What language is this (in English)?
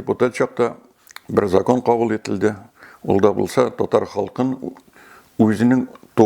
Tatar